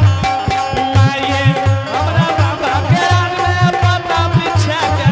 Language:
Angika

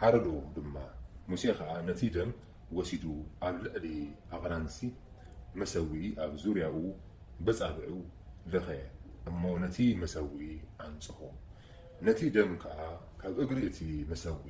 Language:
Tigrinya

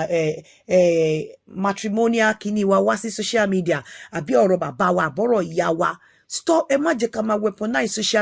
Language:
Yoruba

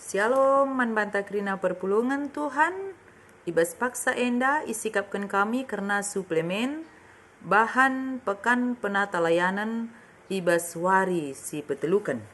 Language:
Batak Karo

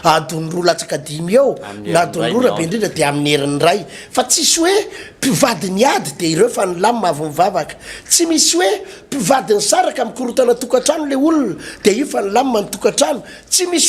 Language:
Malagasy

